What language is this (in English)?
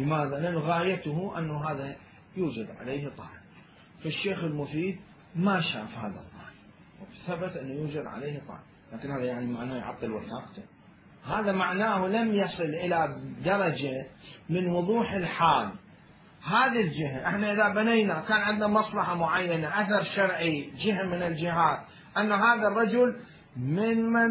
Mesopotamian Arabic